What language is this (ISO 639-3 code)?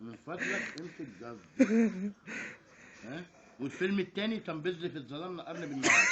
arz